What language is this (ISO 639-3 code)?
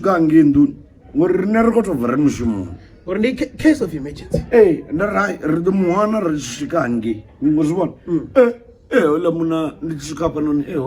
ven